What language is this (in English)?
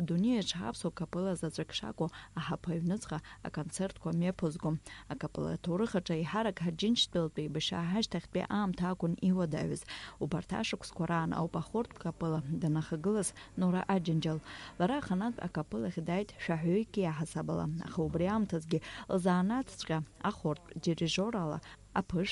Abkhazian